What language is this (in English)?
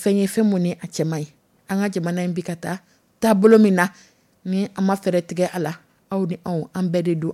Dyula